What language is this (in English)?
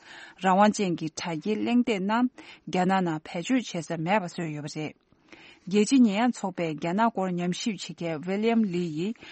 Tibetan